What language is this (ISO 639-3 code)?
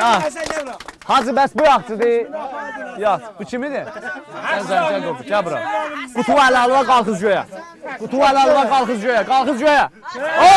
azb